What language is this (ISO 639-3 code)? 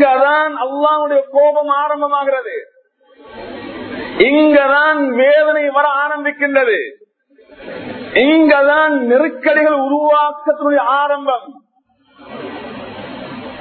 tam